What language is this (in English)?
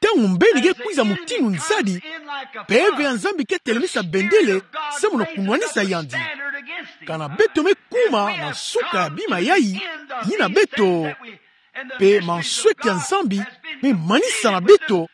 Kituba (Democratic Republic of Congo)